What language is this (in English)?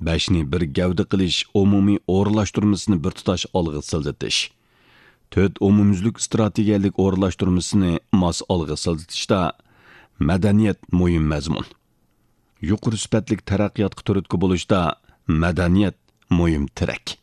Uyghur